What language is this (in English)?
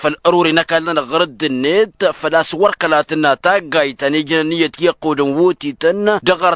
Tamasheq